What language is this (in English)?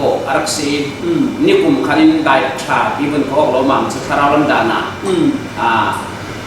Falam Chin